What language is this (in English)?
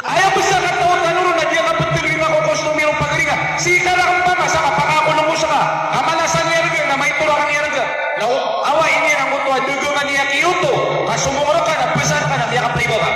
Maranao